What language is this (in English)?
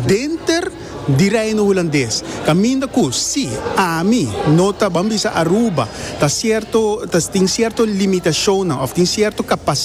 Papiamento